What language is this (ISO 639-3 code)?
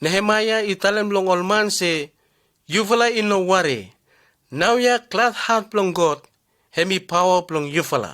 bis